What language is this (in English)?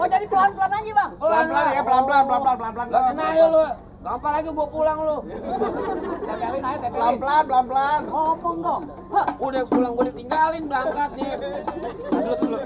Betawi